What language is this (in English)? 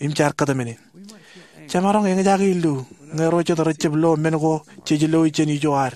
Marshallese